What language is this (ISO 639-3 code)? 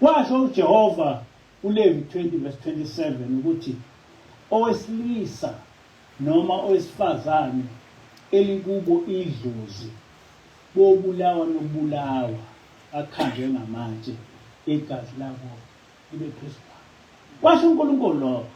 zul